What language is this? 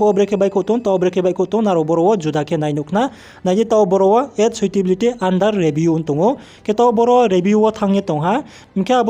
Riang (India)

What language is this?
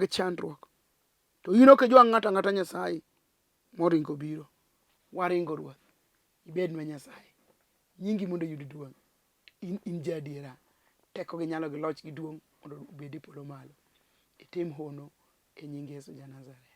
Luo (Kenya and Tanzania)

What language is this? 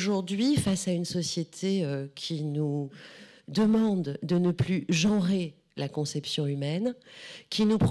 French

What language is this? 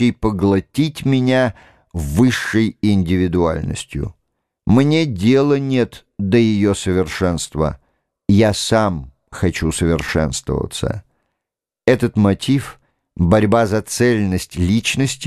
Russian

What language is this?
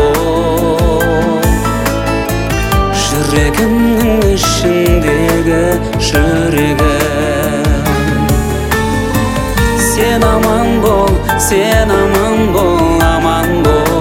Kazakh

